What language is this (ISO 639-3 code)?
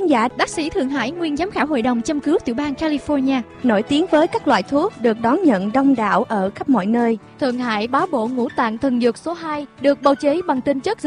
vie